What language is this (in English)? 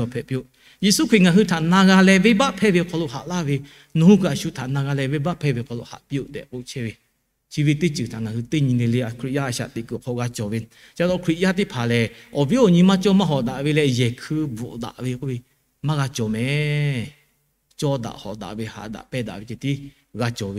Lahu